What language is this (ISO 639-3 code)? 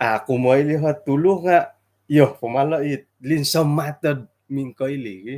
dtp